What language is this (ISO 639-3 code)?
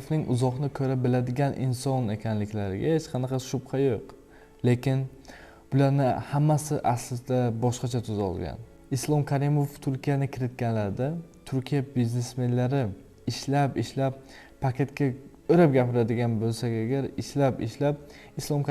uzb